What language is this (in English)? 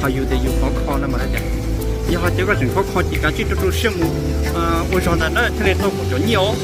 Hmong